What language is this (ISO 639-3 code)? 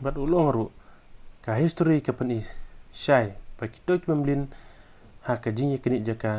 kha